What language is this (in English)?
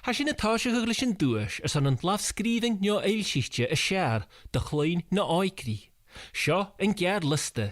Scottish Gaelic